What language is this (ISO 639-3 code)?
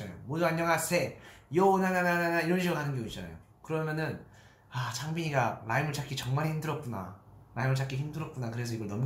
kor